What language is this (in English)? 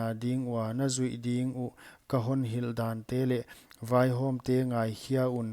Paite Chin